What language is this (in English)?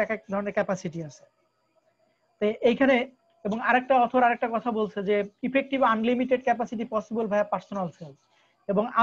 Bangla